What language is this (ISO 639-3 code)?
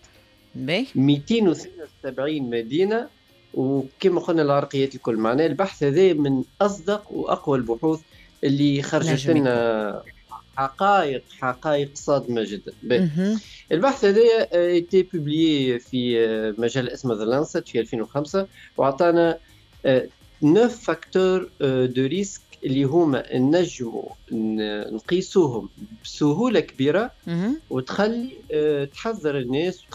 aeb